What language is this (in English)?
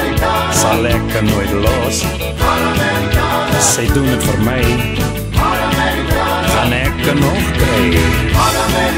Afrikaans